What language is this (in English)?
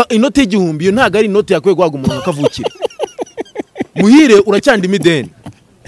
Kinyarwanda